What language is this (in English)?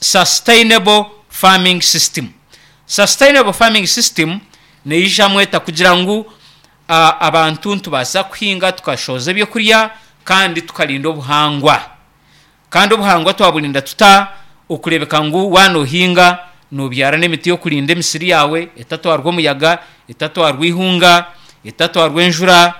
Nyankole